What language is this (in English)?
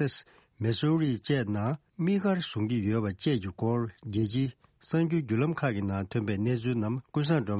Tibetan